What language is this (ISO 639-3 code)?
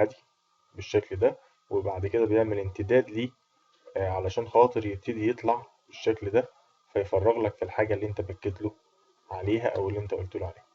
arz